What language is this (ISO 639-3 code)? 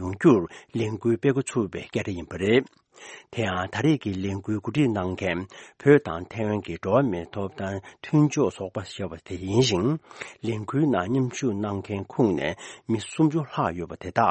bod